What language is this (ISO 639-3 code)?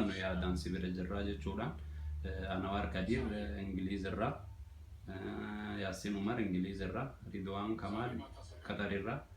orm